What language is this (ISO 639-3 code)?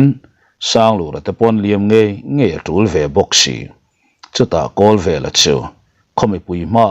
lus